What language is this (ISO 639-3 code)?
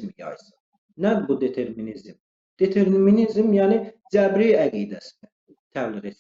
aze